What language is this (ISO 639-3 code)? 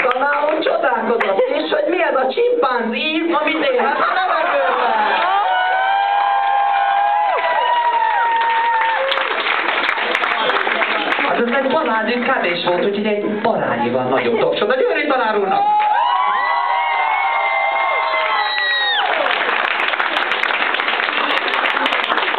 hun